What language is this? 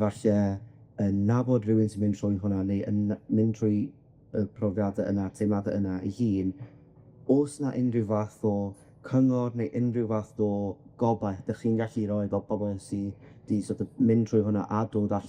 Welsh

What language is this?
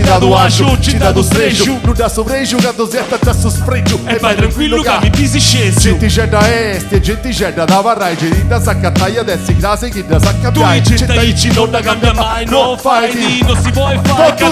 Sardinian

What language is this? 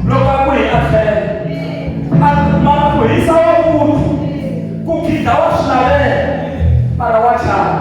Tsonga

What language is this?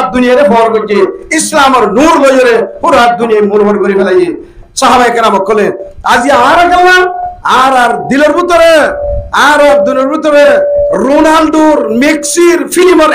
Rohingya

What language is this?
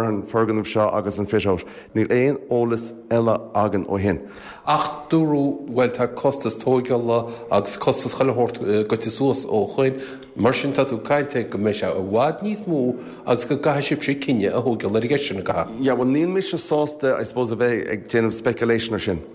Irish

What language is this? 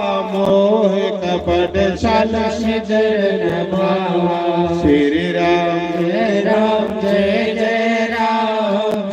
Dogri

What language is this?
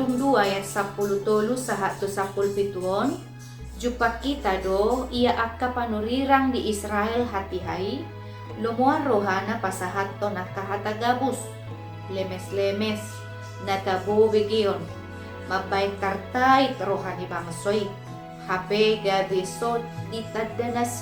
Batak Toba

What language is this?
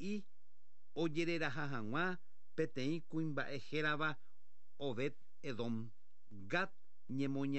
Guarani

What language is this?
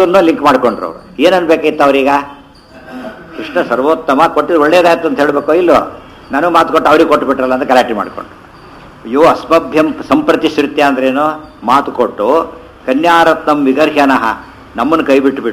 Kannada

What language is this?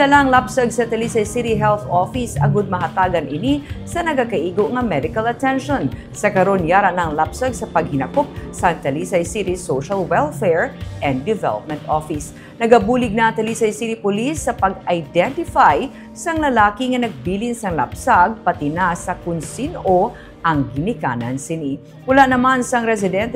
Hiligaynon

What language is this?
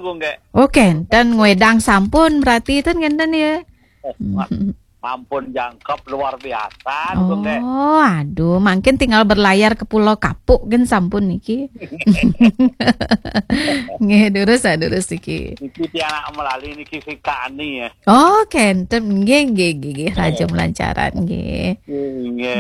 Balinese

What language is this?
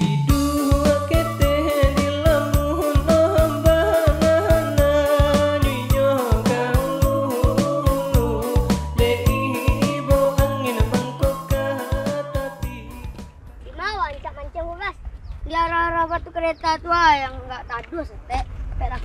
Minangkabau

